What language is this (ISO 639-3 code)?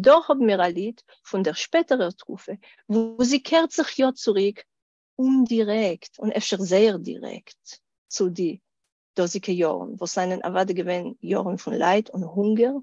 yid